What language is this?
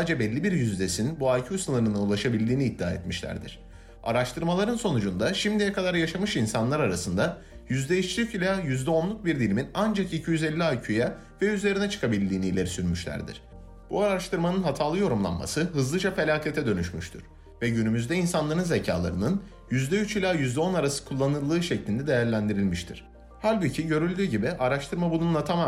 Turkish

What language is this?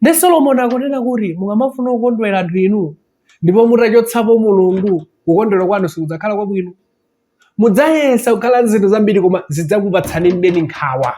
Nyanja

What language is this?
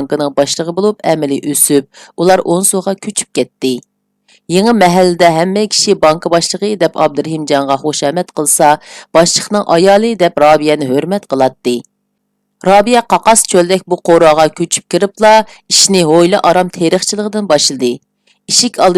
Uyghur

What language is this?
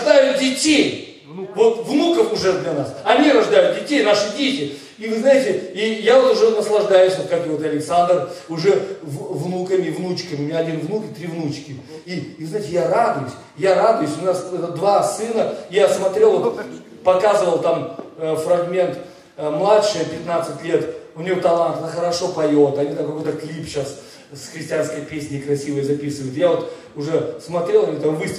Russian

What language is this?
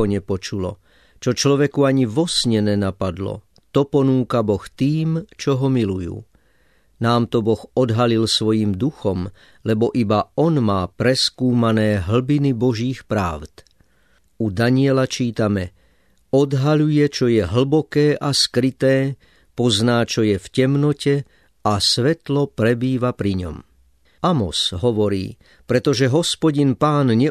Slovak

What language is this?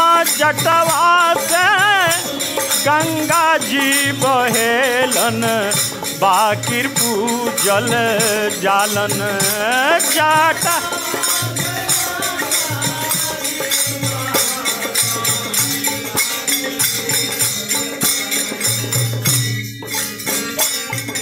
Bhojpuri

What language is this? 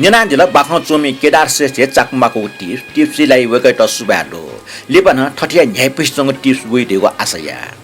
Newari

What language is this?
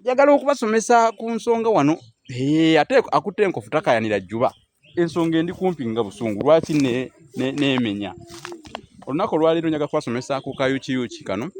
Ganda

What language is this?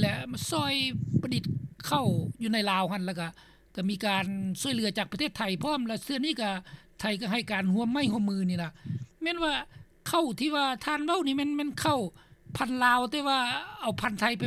Lao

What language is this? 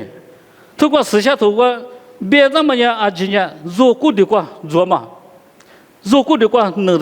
Lisu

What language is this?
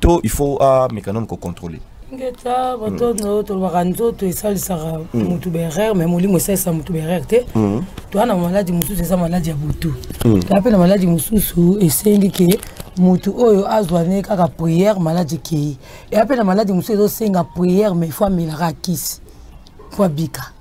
Lingala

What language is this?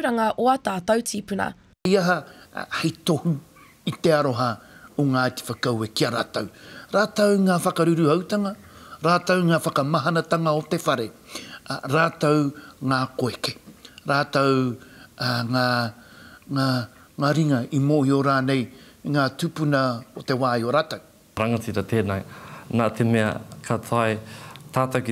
Māori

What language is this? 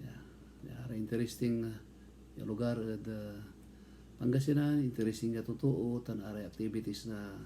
Pangasinan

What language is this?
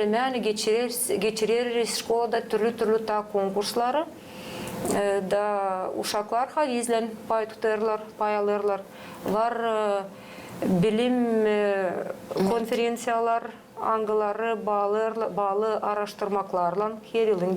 Gagauz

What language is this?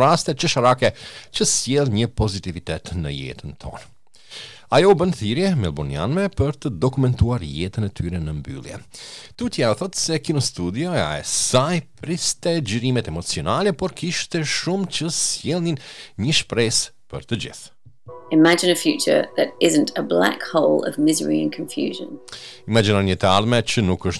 Albanian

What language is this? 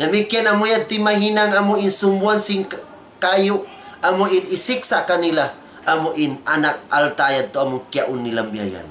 Tausug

